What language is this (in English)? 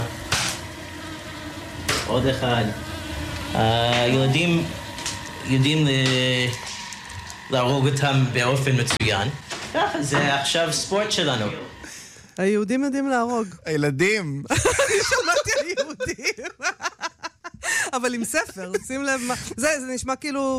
Hebrew